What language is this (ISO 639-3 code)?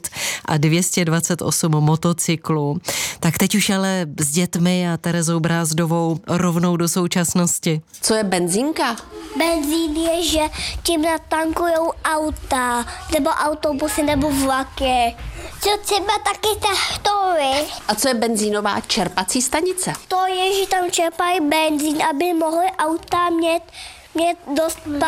ces